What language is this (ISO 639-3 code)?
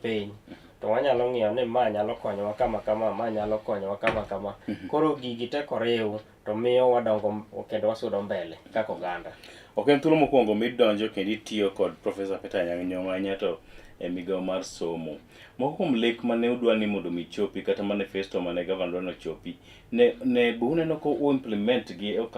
luo